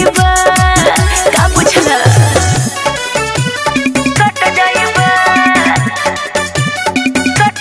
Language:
Bhojpuri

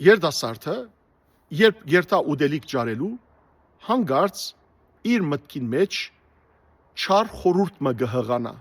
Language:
Western Armenian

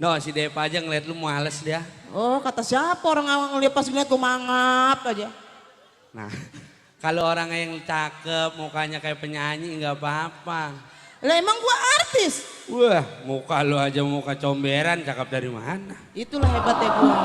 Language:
Betawi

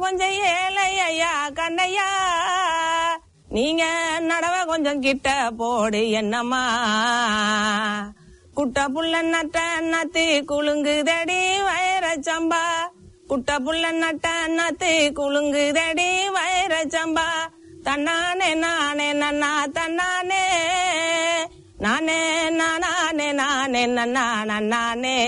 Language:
Tamil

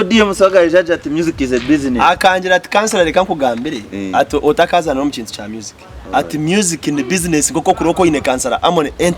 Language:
Nyankole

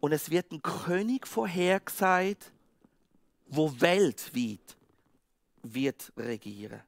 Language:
Swiss German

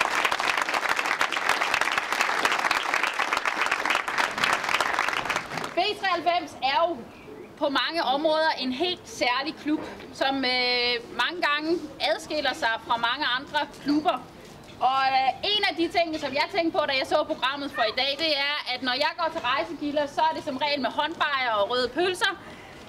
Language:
Danish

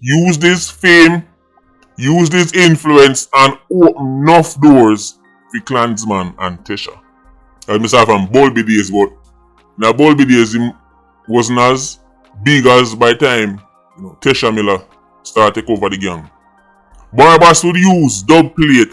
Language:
Jamaican Creole English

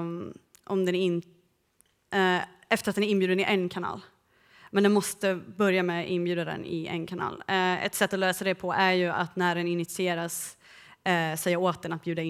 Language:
Swedish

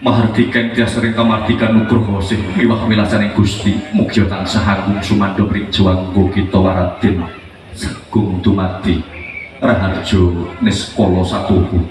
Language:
Javanese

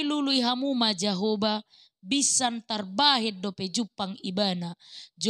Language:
Batak Toba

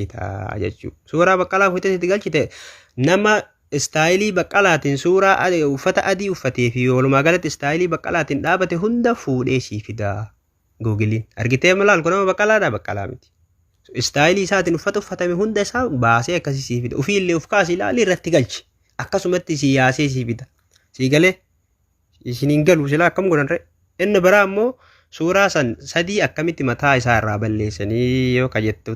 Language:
Oromo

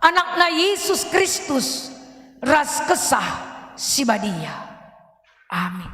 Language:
Batak Karo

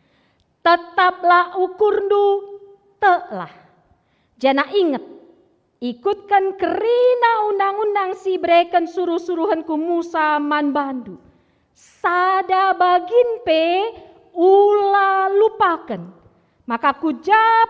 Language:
Batak Karo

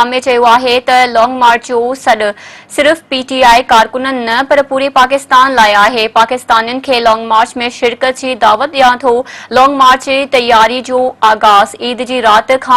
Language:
Sindhi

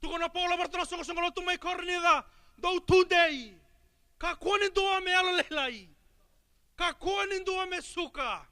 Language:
Fijian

